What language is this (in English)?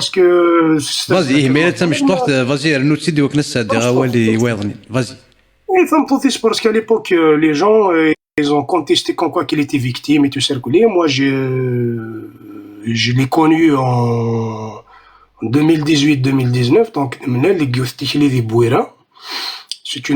Kabyle